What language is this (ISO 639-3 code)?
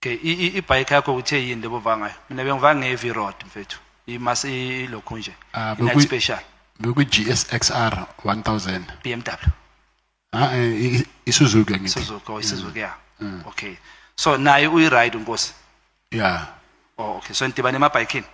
zul